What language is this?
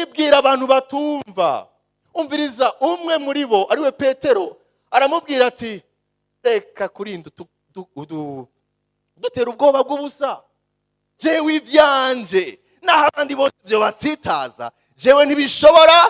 Rundi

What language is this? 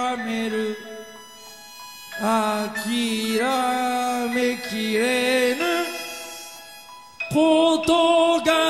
Japanese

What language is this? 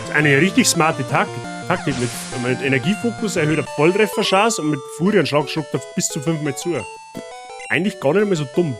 Bavarian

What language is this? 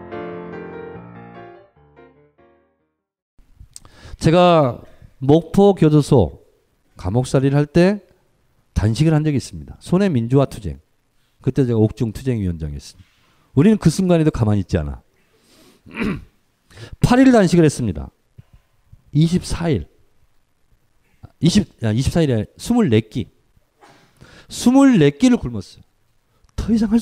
Korean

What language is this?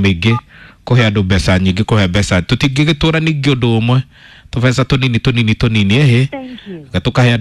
Kikuyu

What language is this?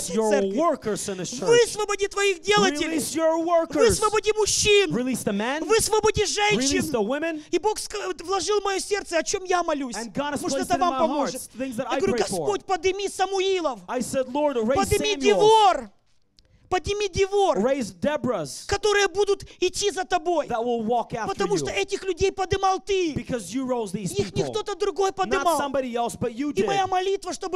Russian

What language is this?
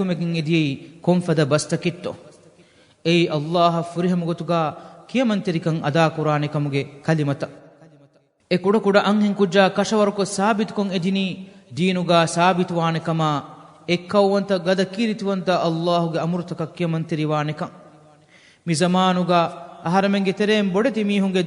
Divehi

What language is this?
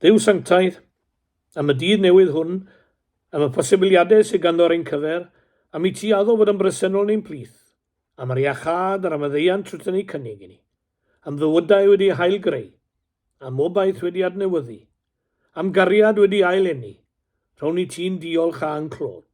Welsh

